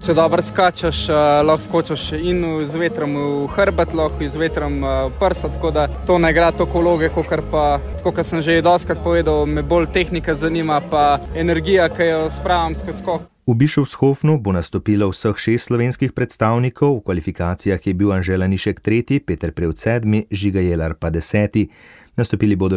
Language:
Slovenian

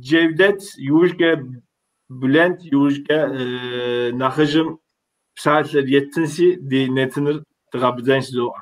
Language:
Kabardian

